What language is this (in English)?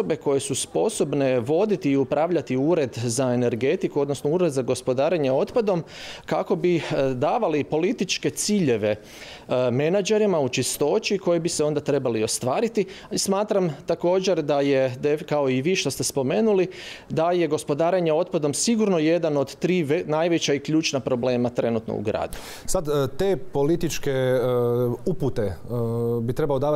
Croatian